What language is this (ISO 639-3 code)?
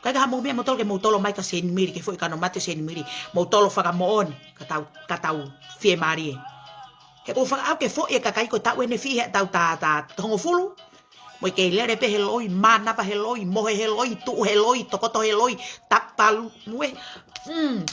ton